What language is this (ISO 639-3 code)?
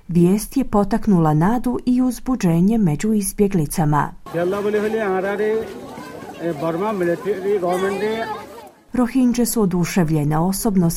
hrv